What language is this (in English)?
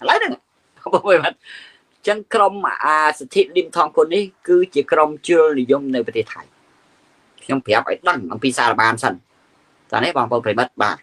Khmer